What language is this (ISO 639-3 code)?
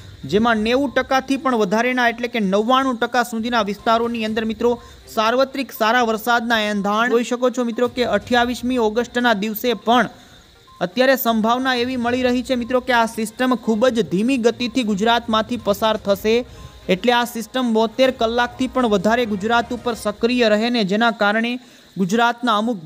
guj